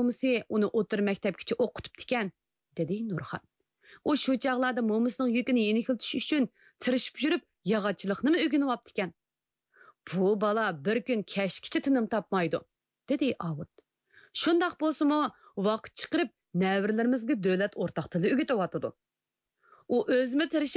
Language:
Uyghur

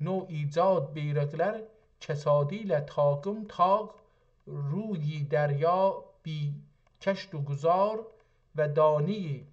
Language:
South Azerbaijani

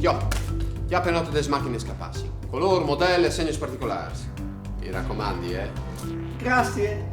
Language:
Friulian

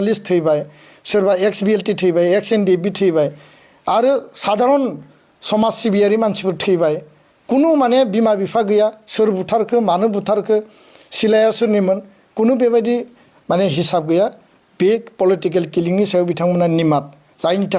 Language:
Bodo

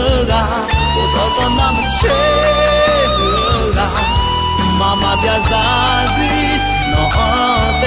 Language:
Akha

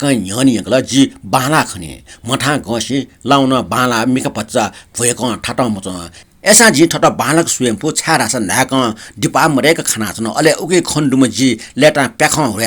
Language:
Newari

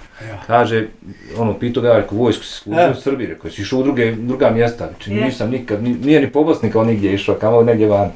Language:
Bosnian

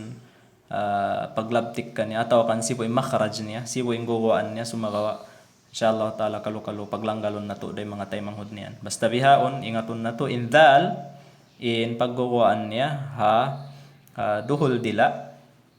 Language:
Tausug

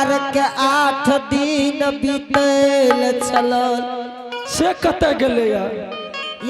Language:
Angika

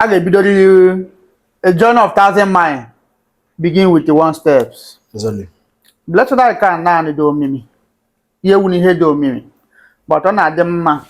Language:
Igbo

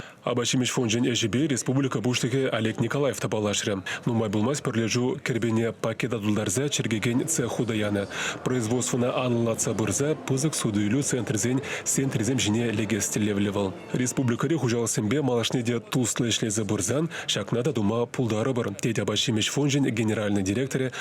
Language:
Chuvash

